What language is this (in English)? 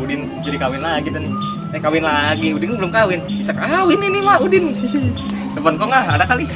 Betawi